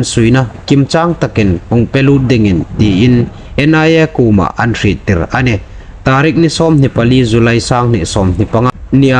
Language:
Hmar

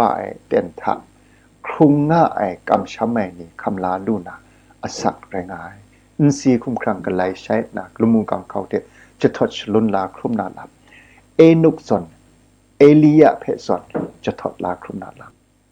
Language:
Kachin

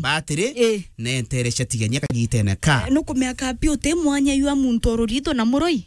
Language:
Meru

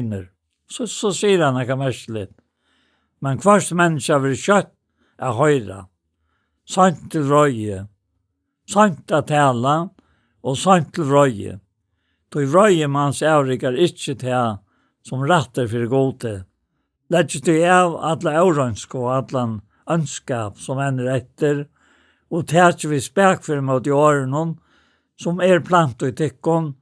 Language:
Faroese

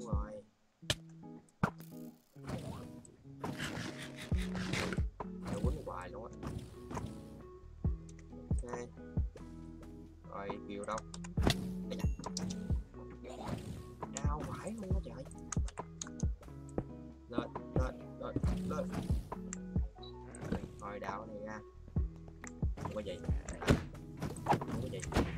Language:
Vietnamese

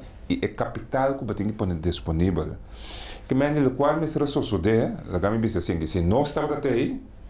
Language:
Papiamento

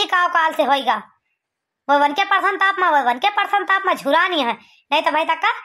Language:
Awadhi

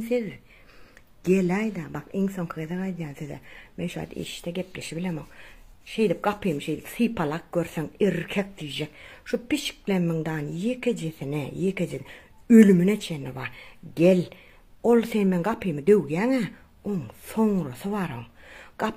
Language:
Turkmen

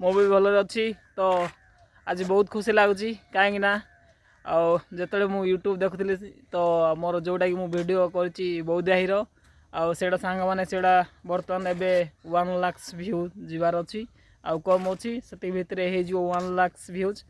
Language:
Odia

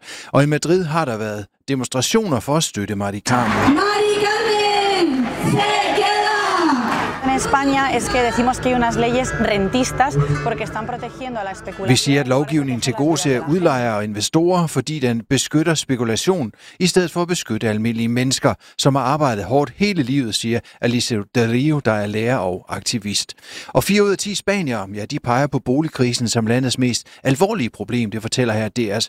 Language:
Danish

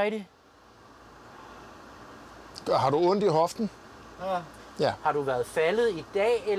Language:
Danish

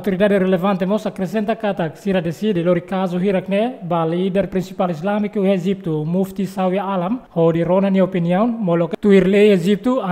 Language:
Tetum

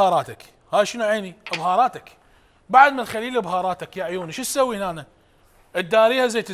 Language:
Mesopotamian Arabic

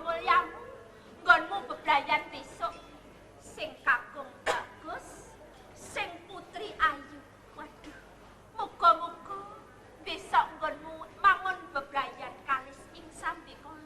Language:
Javanese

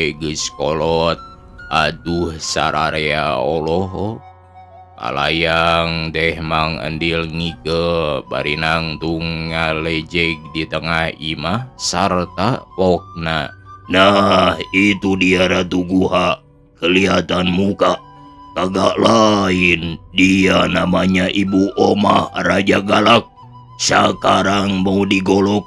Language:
Sundanese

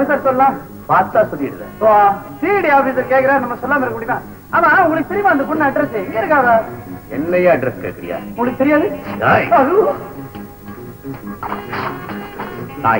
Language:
Tamil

